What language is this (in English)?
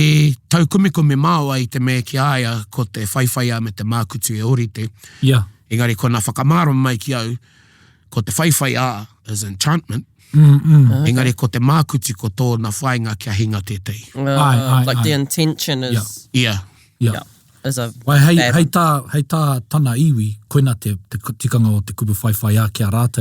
Māori